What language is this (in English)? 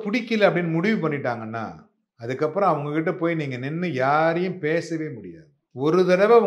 Tamil